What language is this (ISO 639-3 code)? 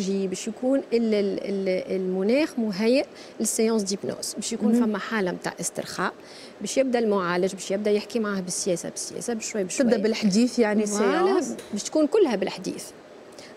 aeb